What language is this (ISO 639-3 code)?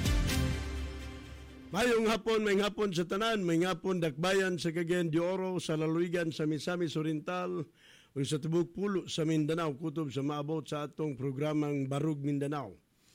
ceb